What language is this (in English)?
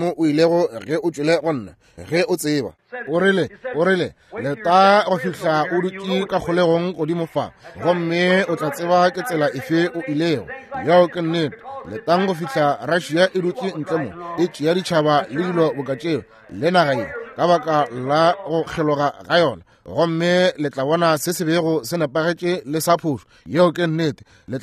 Northern Sotho